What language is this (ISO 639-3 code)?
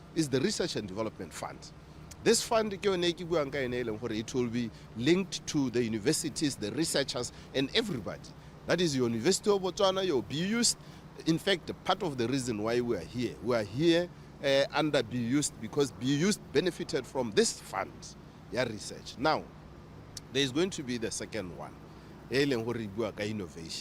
tsn